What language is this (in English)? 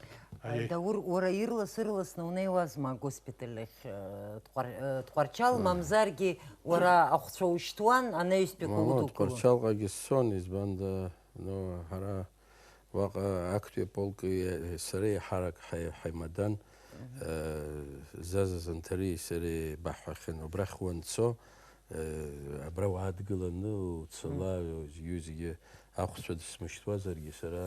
Abkhazian